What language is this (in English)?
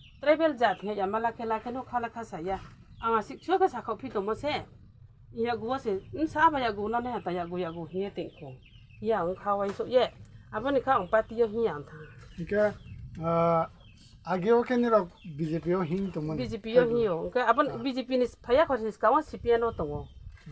Kok Borok